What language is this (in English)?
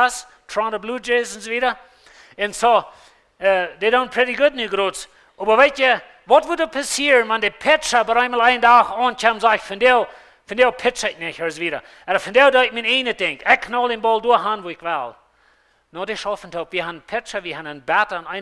Plautdietsch